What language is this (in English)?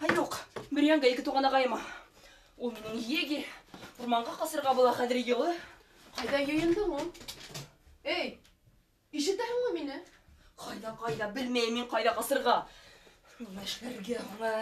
Bashkir